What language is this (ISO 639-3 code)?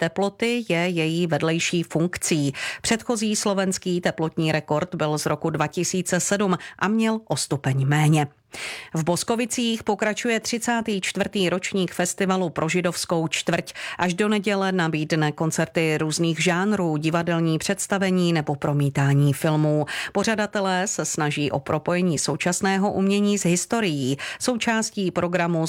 ces